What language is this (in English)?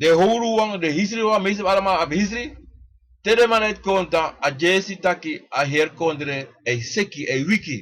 Sranan Tongo